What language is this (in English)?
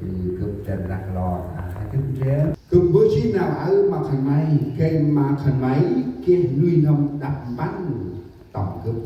Central Mnong